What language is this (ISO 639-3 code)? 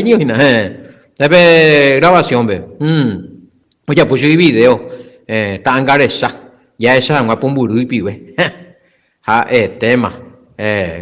grn